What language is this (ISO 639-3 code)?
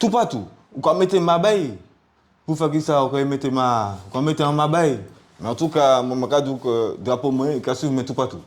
gcf